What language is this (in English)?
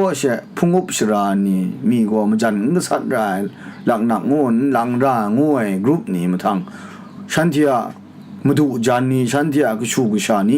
Kachin